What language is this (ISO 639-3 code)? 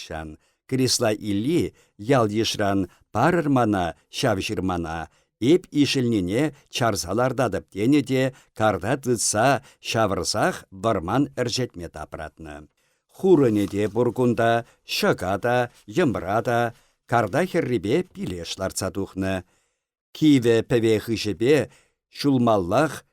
chv